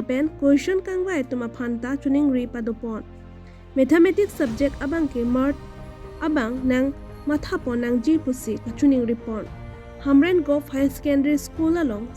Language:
Karbi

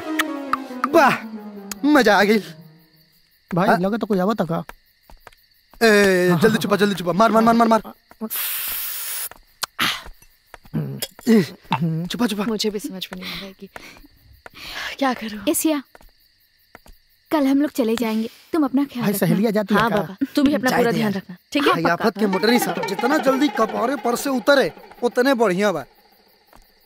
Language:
Bhojpuri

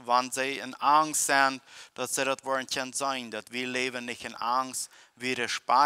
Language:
Plautdietsch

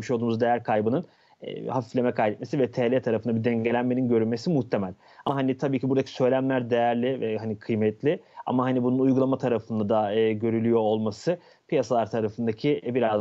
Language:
Turkish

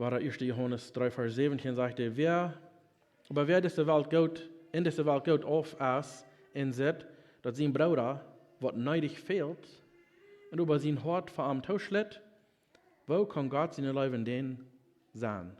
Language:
Plautdietsch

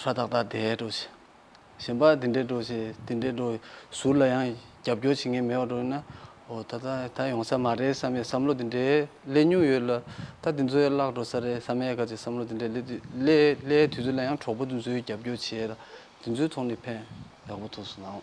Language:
Tibetan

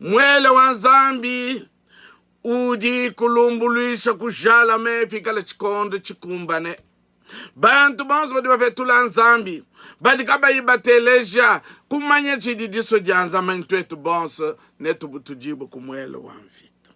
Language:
Luba-Lulua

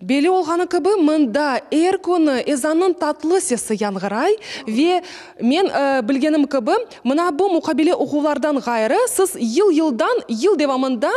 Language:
Crimean Tatar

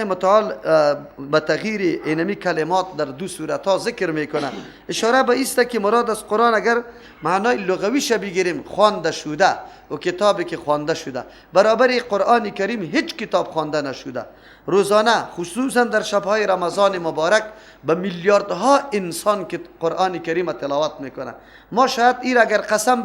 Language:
Persian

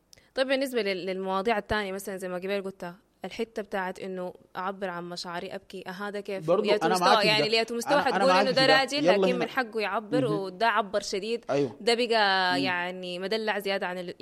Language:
Sudanese Arabic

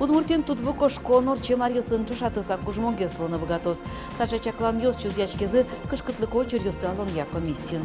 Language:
Udmurt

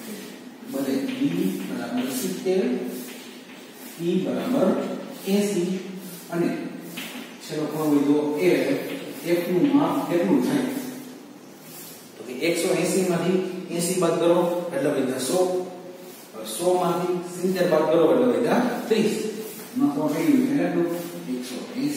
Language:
Gujarati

